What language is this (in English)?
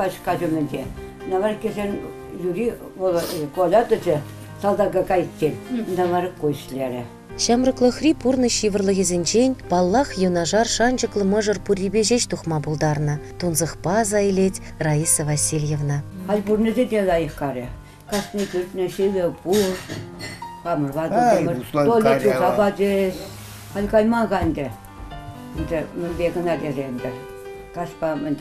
Chuvash